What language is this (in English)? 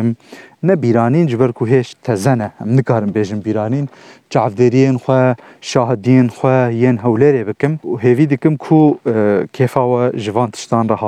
Kurdish